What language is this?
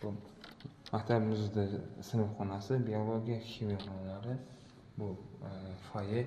Uzbek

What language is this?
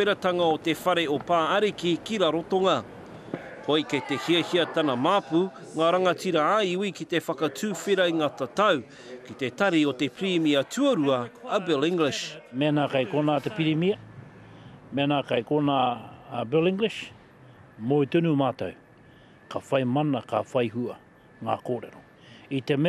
Māori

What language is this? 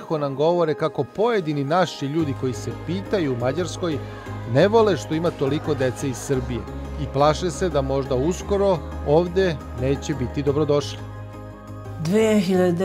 Serbian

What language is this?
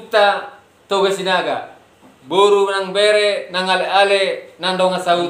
Batak Toba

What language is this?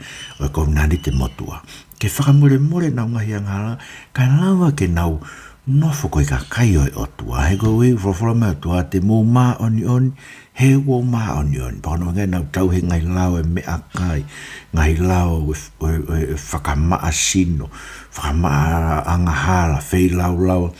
Tongan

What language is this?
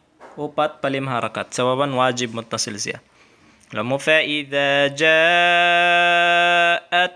Tausug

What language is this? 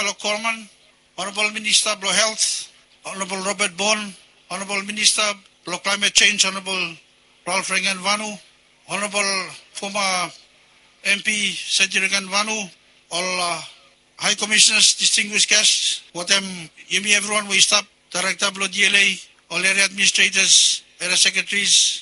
Bislama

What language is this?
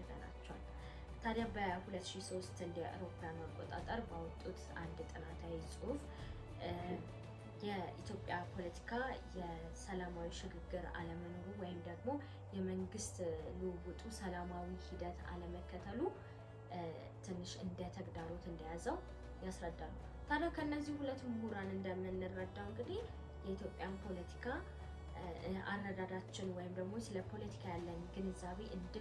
Amharic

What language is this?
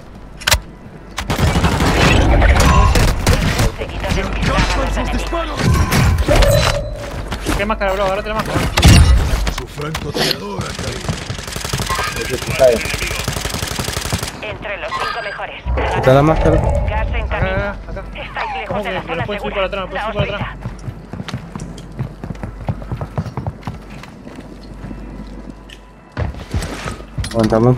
Spanish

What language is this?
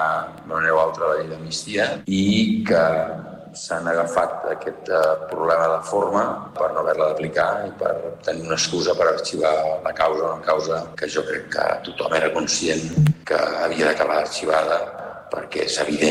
Catalan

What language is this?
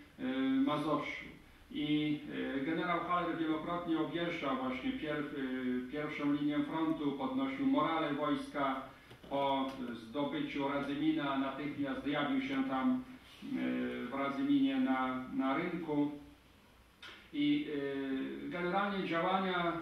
Polish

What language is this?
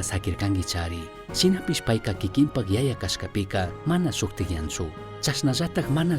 Chimborazo Highland Quichua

